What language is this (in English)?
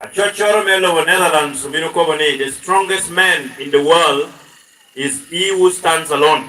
Lango (Uganda)